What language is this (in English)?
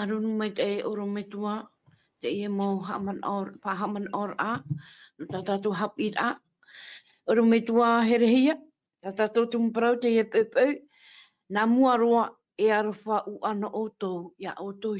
Tahitian